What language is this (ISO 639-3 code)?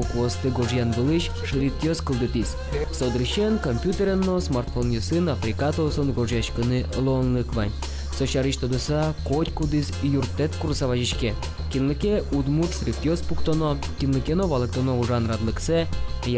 udm